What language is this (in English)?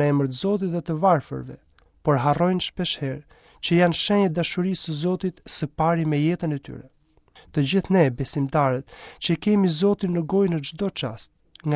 Albanian